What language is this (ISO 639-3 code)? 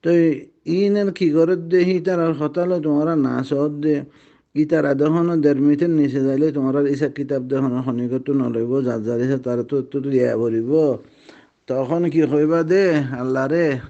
rhg